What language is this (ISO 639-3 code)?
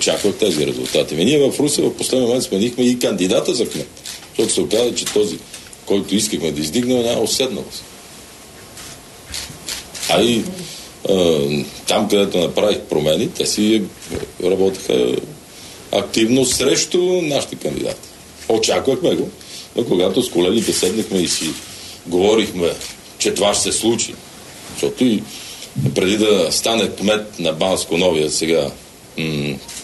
bul